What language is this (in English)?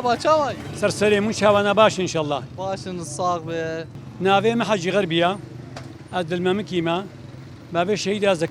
Kurdish